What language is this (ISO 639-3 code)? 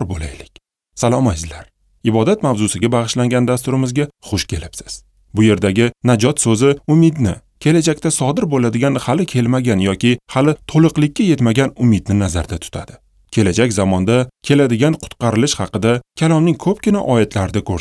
uzb